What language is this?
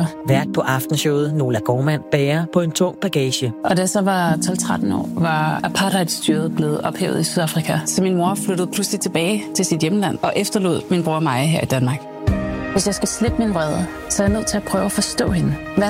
Danish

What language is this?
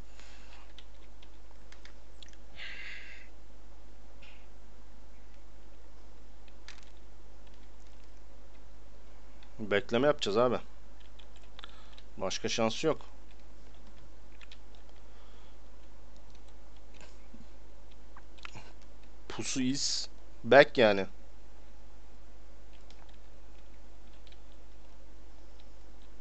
Turkish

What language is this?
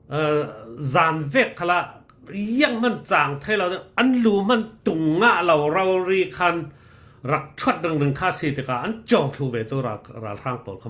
Falam Chin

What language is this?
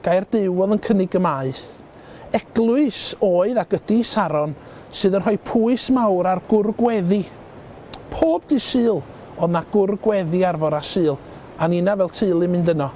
Welsh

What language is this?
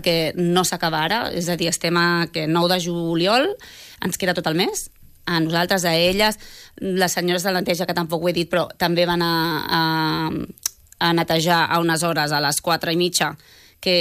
Catalan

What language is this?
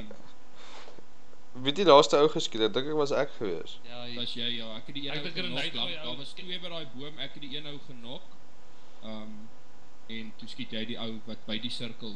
Afrikaans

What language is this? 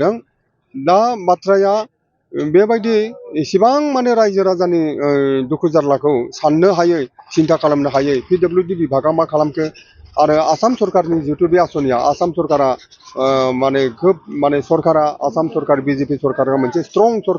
Bodo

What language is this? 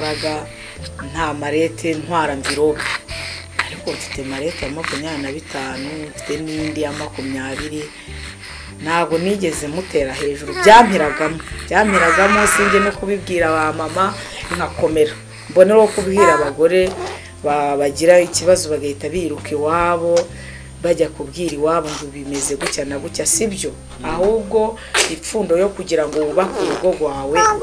Kinyarwanda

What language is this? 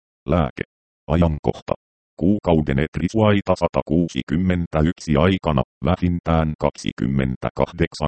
Finnish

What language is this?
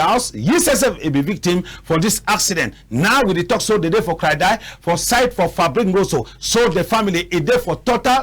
Cameroon Pidgin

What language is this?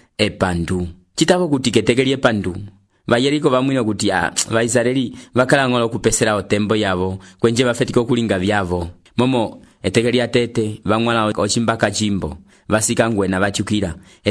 Umbundu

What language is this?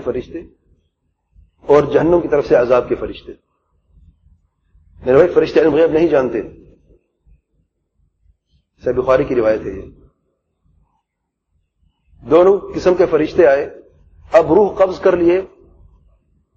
Urdu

